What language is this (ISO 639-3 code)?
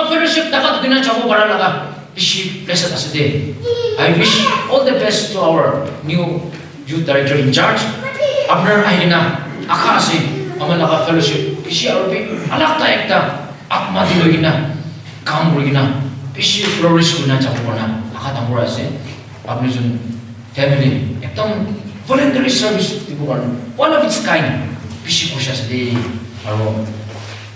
nag